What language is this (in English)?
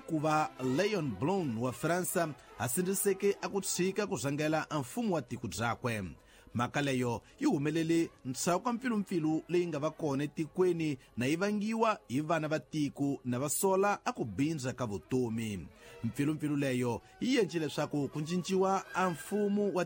Tsonga